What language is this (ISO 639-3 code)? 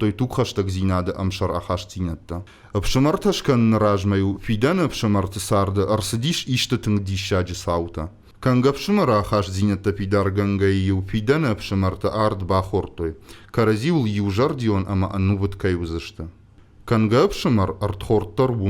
oss